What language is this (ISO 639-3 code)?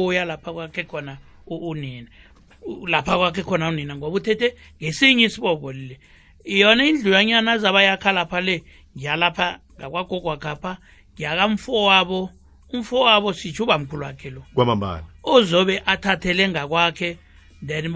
nbl